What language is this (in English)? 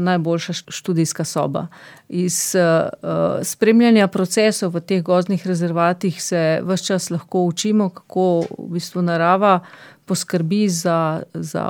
Slovenian